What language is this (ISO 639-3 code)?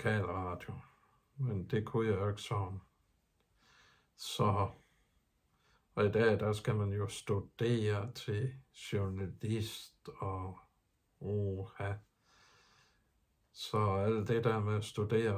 dan